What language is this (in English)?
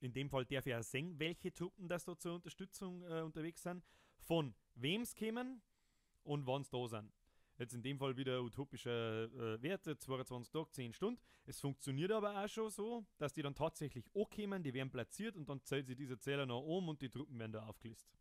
Bavarian